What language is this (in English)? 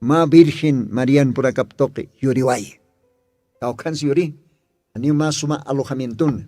Aymara